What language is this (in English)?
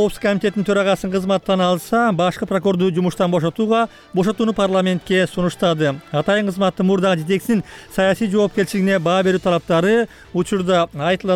Kyrgyz